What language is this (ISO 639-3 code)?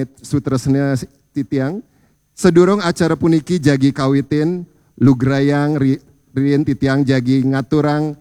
ban